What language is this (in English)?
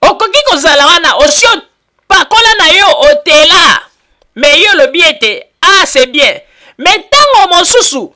Lingala